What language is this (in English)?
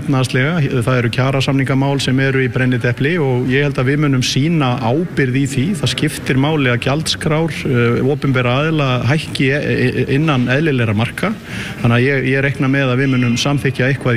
Icelandic